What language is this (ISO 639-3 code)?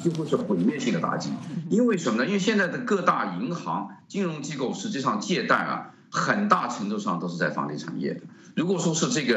zho